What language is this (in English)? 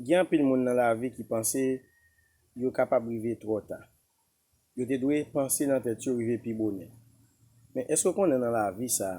Haitian Creole